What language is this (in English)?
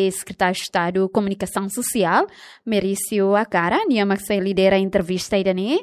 Tetum